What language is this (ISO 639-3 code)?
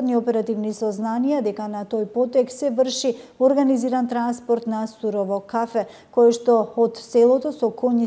mkd